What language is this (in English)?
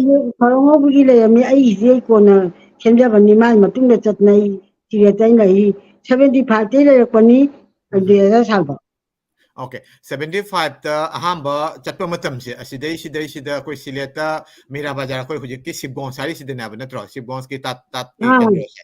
Manipuri